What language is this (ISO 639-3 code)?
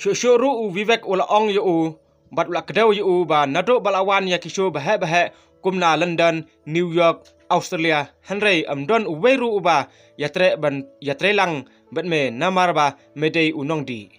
kha